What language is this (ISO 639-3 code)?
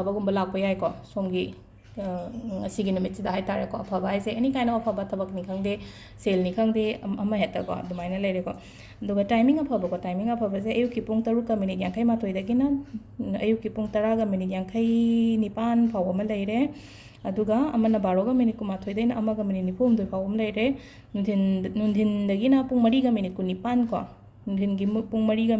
mni